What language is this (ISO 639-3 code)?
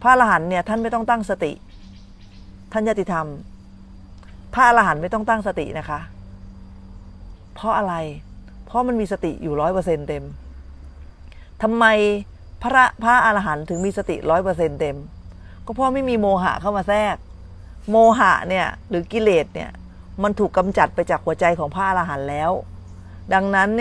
tha